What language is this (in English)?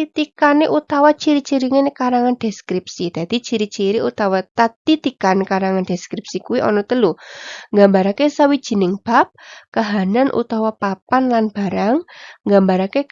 Javanese